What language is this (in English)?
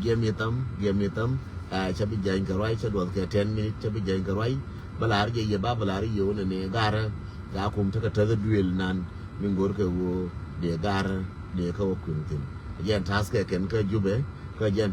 Nuer